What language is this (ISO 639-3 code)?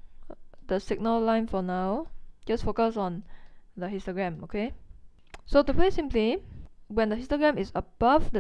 eng